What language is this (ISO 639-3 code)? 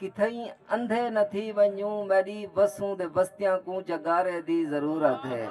skr